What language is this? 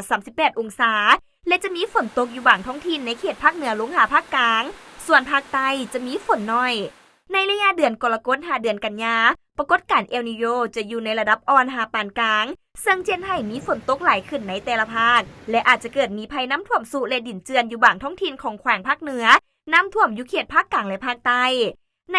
Lao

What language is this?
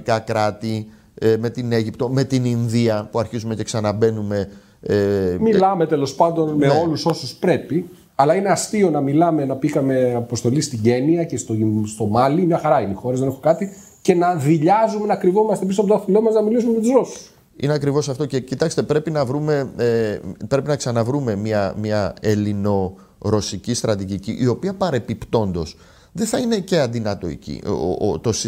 Greek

